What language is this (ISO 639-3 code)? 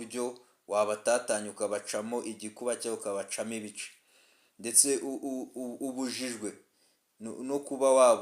kin